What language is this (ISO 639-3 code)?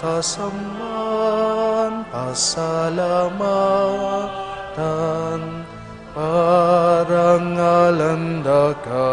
pam